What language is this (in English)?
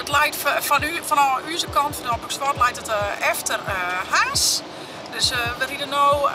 Western Frisian